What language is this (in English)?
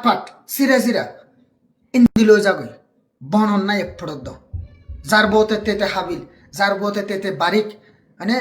Rohingya